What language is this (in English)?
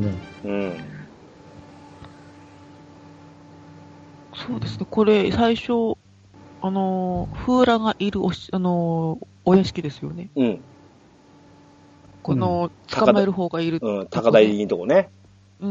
Japanese